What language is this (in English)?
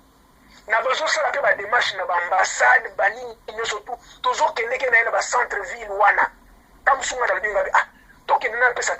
Lingala